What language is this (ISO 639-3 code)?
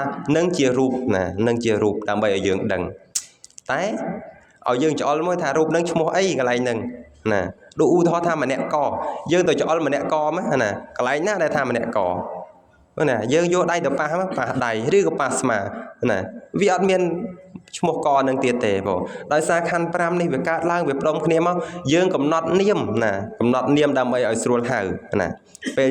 khm